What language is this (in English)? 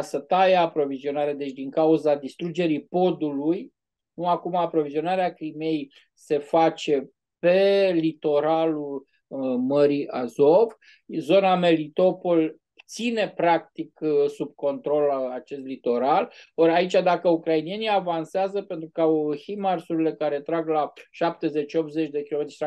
Romanian